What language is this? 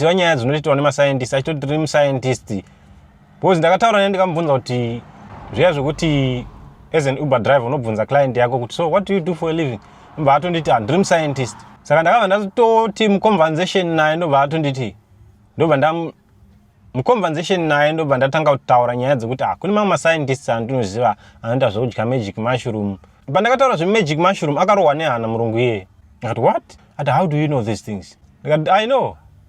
Shona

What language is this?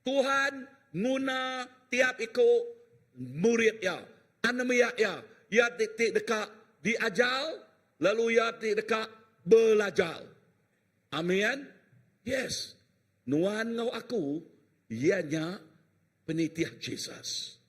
Iban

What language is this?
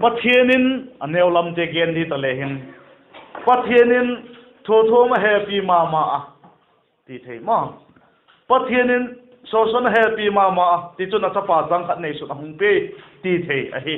Vaiphei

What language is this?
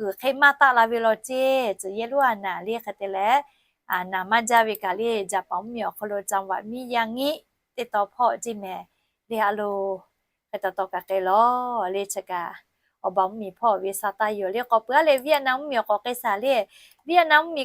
Lahu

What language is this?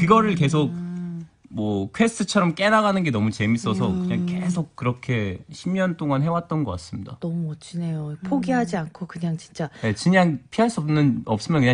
Korean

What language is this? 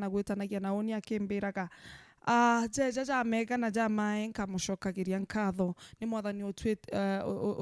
Meru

